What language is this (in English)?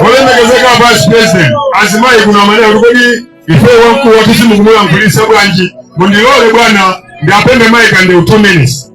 Nyanja